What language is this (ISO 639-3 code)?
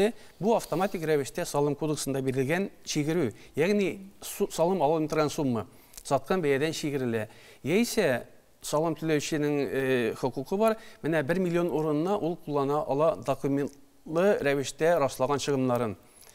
tat